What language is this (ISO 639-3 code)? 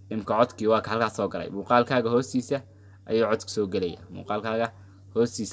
som